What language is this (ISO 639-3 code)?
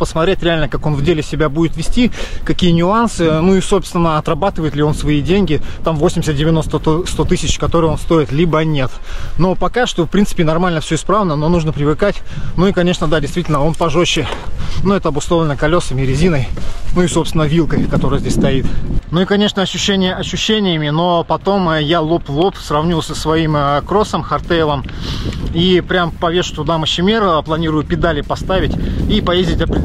rus